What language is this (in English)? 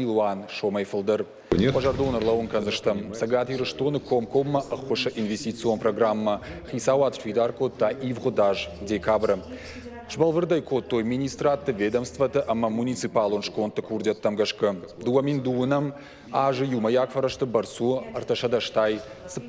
Ossetic